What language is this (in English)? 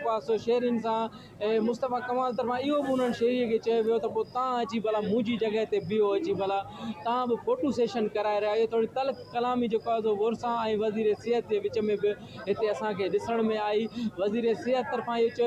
Sindhi